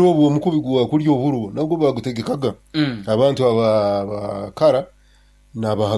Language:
Nyoro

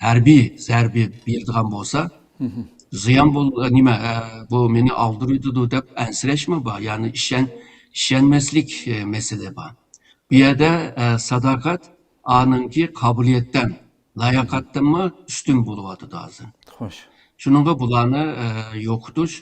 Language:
Uyghur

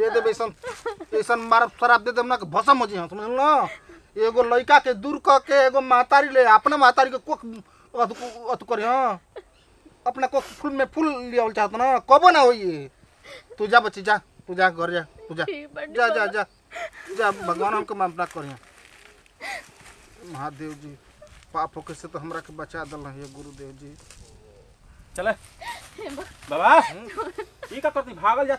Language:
Bhojpuri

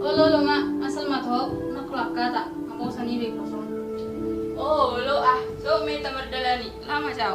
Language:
Batak Toba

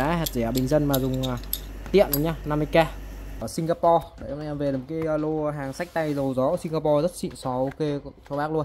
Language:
Vietnamese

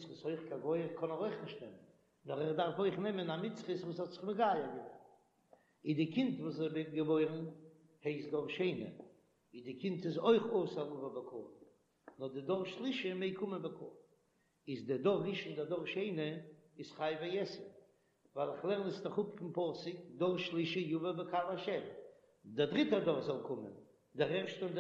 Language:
Yiddish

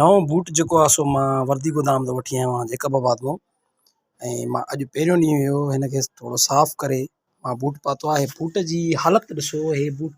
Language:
Sindhi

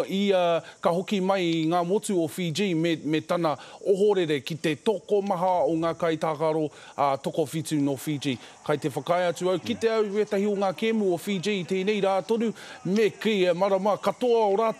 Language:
Māori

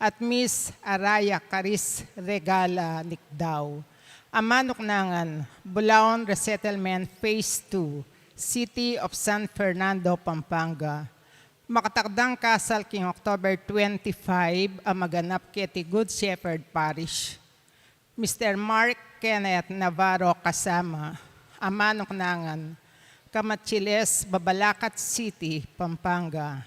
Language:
Pampanga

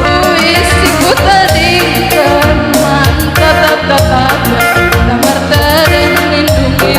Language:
Batak Karo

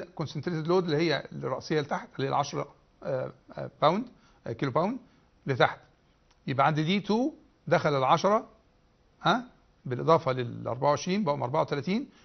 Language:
Egyptian Arabic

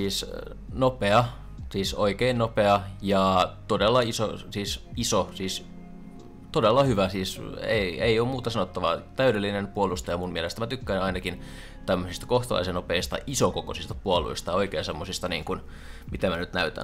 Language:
Finnish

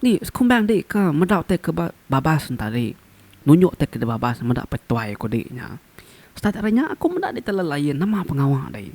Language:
Iban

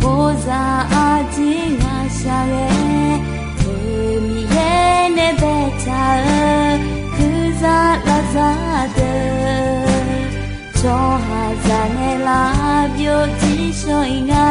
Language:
Akha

